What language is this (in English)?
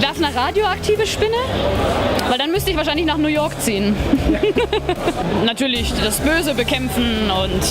Swiss German